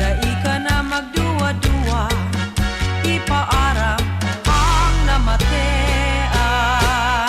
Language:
Bikol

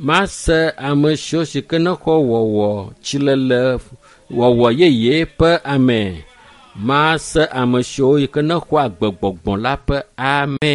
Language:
Ewe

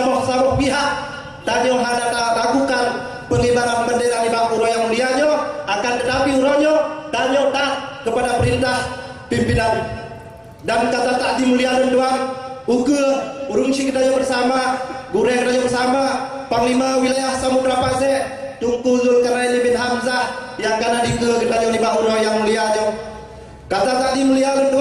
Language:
Achinese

